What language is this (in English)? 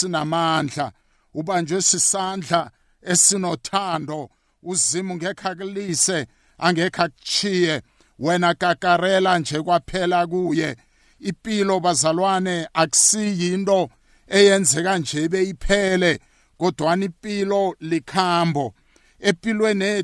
South Ndebele